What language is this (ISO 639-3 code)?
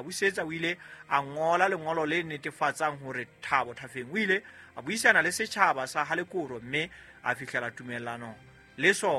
sot